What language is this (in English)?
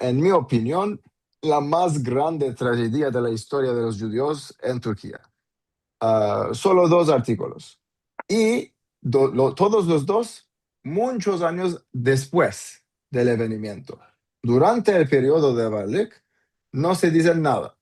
Ladino